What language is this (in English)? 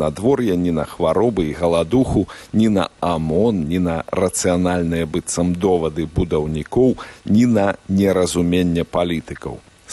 Belarusian